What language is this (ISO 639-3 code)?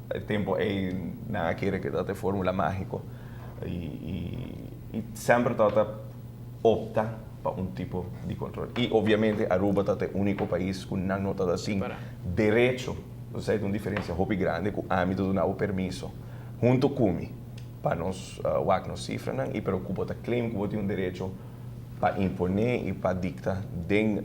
pap